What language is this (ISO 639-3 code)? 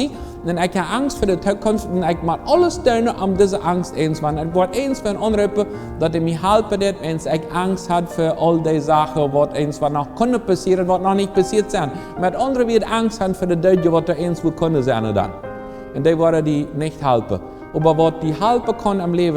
pdt